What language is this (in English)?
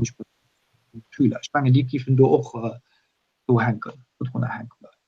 Luxembourgish